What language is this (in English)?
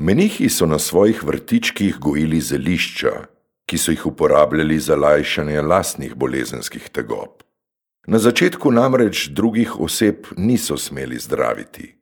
Slovenian